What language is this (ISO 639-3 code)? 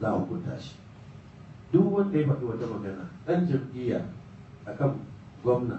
hau